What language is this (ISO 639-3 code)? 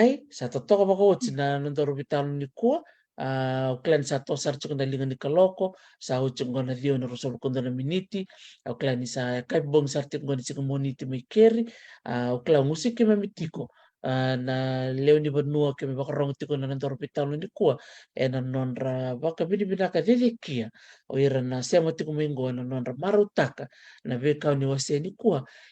fij